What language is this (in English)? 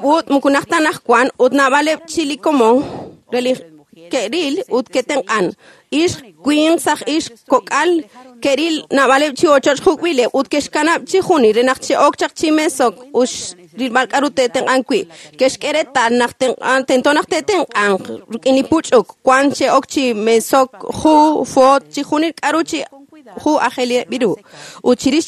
Kekchí